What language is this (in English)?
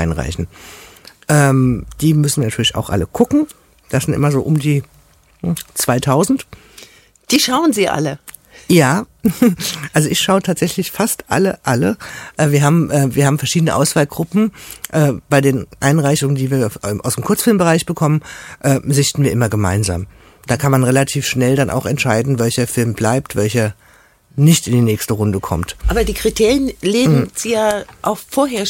German